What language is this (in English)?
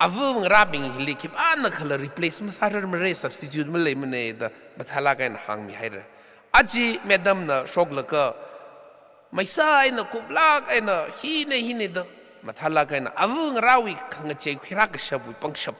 Tangkhul Naga (India)